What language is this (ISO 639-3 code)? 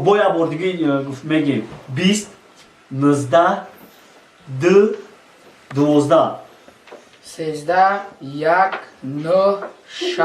tgk